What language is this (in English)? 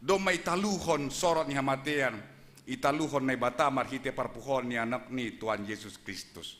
Batak Simalungun